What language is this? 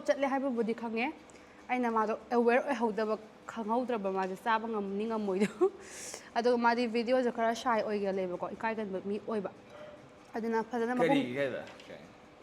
Manipuri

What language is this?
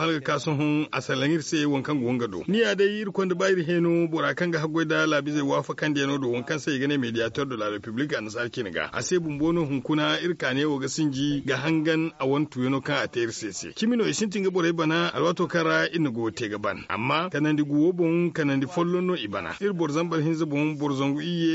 Zarma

